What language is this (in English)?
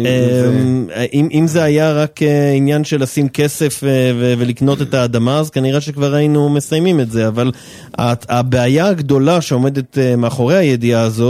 Hebrew